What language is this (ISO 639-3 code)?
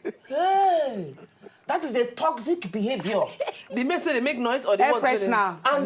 pcm